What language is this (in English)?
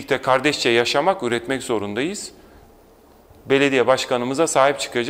Turkish